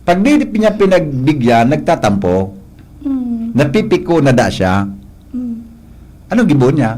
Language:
Bikol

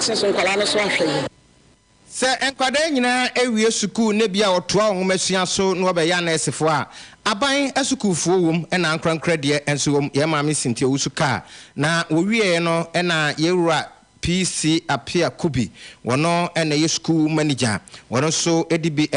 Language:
Akan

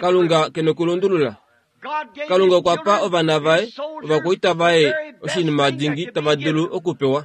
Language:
Kuanyama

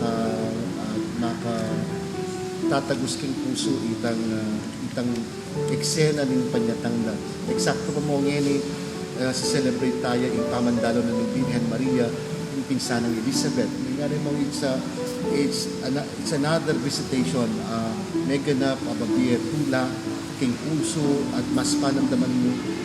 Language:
Pampanga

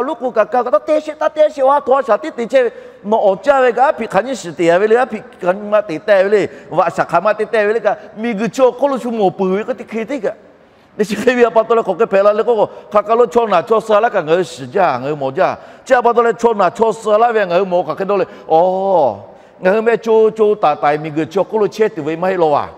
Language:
Lahu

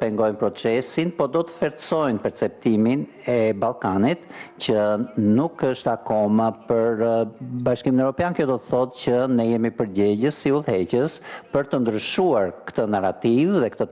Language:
Albanian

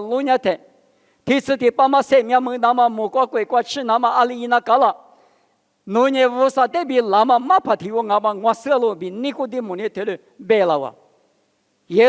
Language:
Lisu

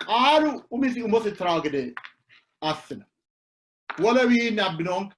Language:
Sidamo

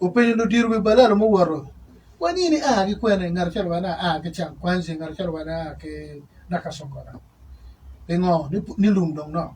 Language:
Acoli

